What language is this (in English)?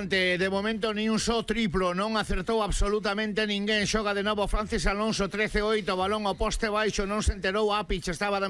Galician